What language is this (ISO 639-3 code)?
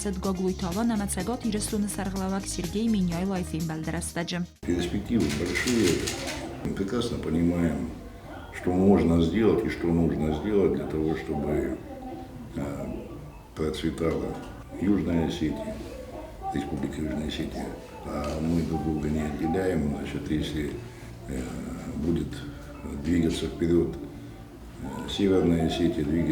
oss